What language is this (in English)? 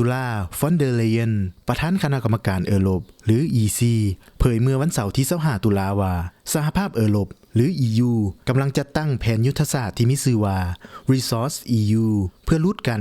Lao